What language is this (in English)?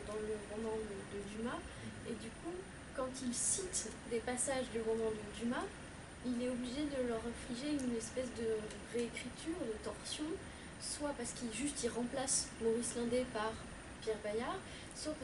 French